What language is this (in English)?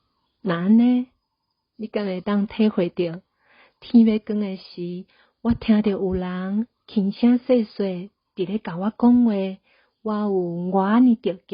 Min Nan Chinese